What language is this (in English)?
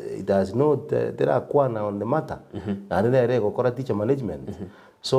Gusii